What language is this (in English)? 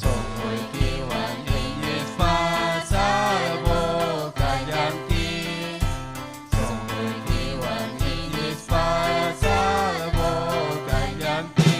Ayacucho Quechua